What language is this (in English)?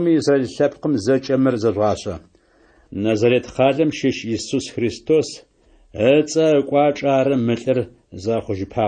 Adyghe